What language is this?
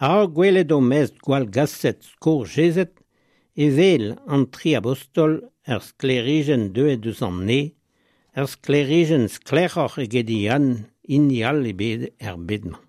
Breton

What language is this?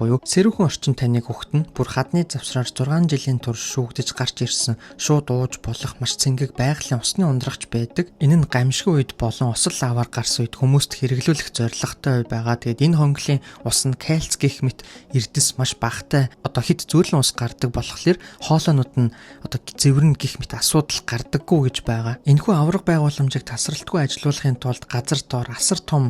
Mongolian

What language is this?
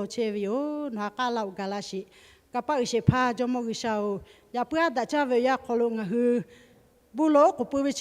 Lahu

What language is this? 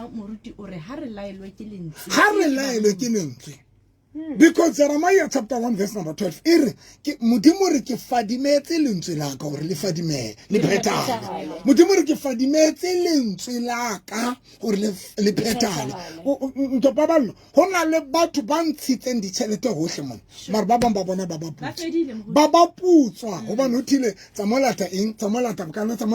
Southern Sotho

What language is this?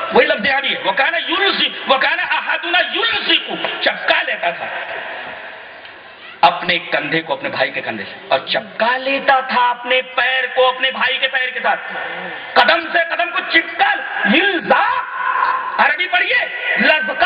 Urdu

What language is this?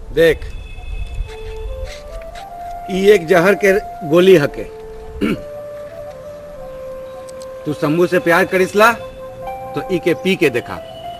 Sadri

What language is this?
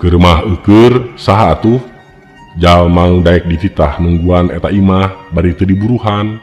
Sundanese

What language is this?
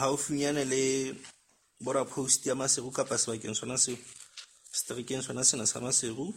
Southern Sotho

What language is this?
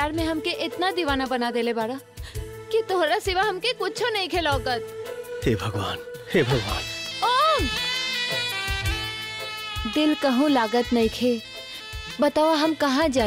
Bhojpuri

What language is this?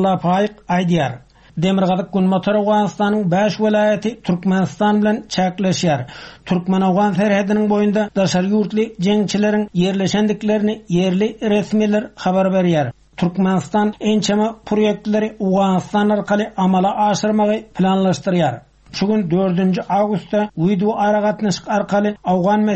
Turkmen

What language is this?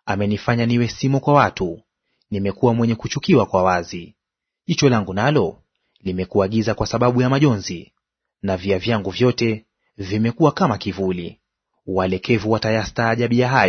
Swahili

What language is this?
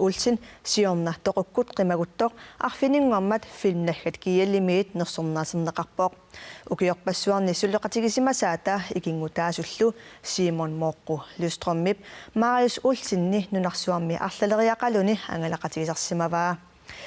Kalaallisut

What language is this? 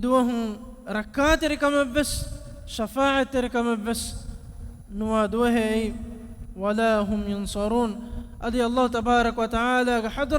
Divehi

